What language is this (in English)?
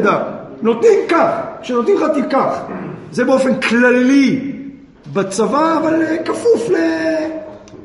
Hebrew